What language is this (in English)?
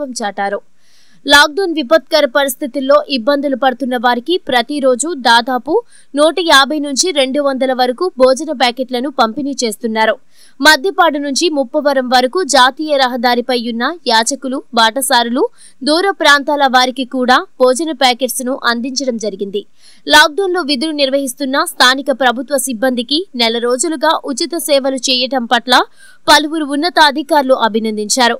Telugu